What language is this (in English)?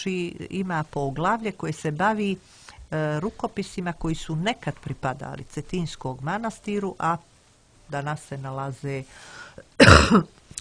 Serbian